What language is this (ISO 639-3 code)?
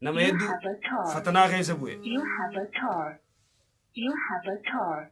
orm